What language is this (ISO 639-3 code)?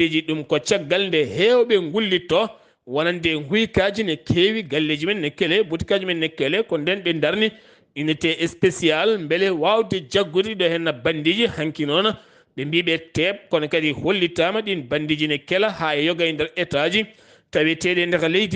ful